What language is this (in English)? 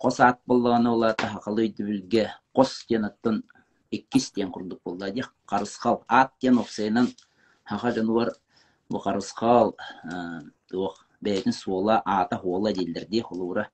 Yakut